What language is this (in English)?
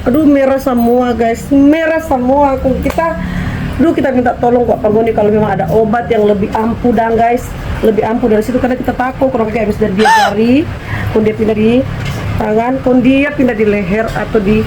Manado Malay